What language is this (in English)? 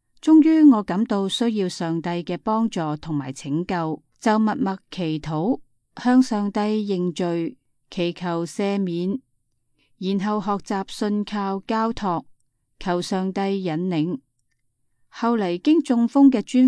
Cantonese